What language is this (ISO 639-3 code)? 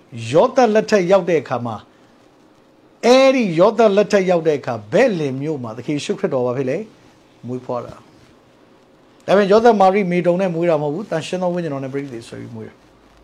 mya